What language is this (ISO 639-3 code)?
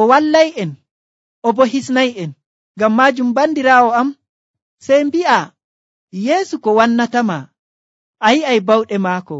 fuv